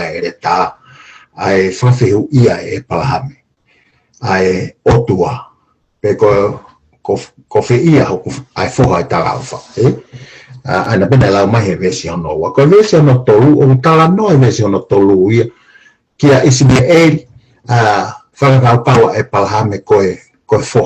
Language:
Tongan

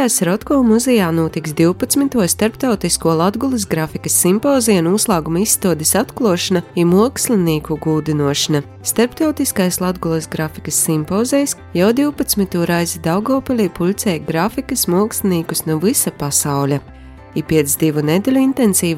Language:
Latvian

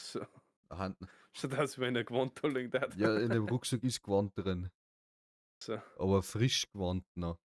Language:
Bavarian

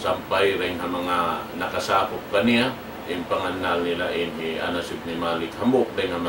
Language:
Tausug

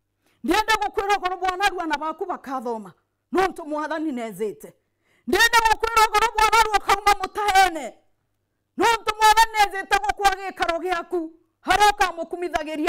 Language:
Meru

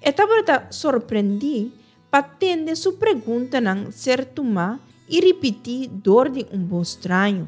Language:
Papiamento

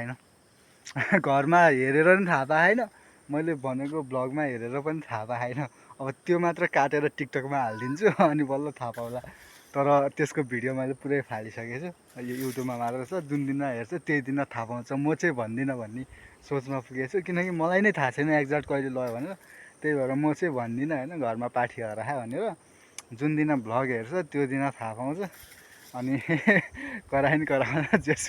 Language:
Nepali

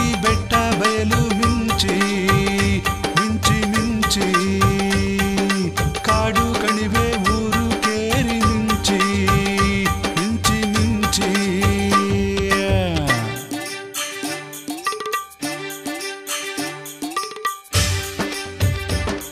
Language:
Kannada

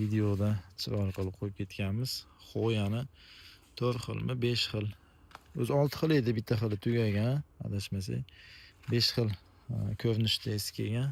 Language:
Uzbek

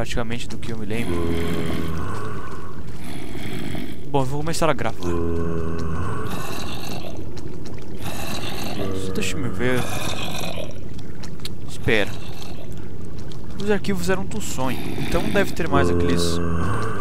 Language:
Portuguese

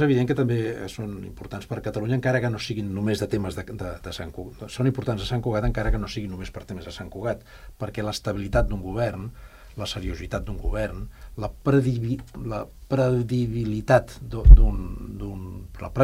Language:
Catalan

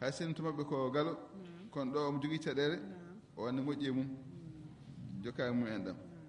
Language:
Fula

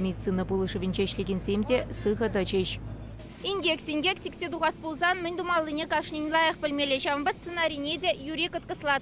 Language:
Chuvash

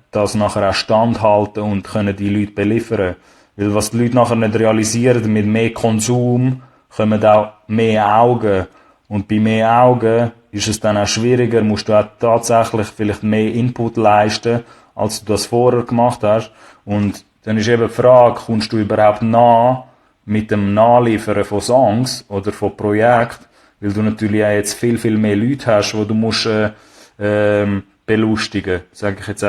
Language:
Swiss German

